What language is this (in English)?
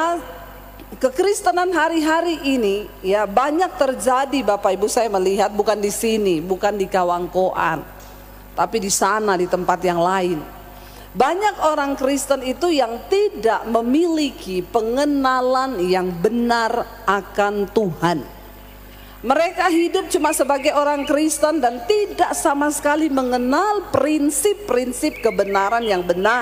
Indonesian